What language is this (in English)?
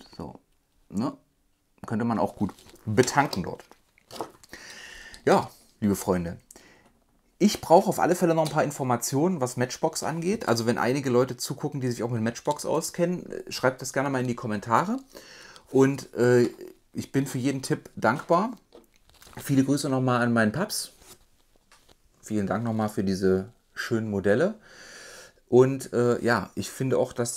German